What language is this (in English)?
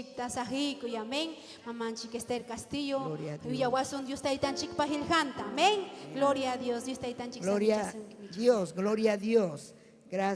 Ayacucho Quechua